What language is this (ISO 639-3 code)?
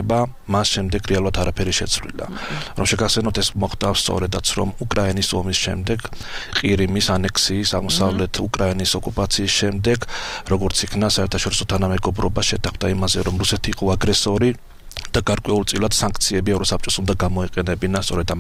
kat